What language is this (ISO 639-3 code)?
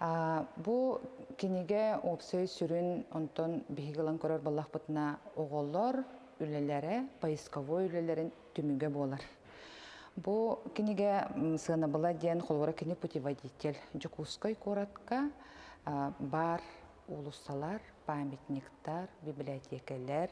sah